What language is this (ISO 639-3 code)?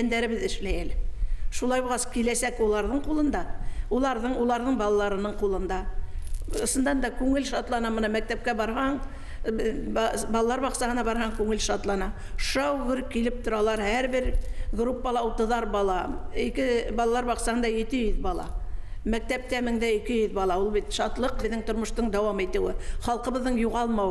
bak